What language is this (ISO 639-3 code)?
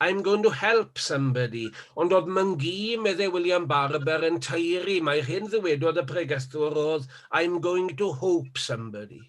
cym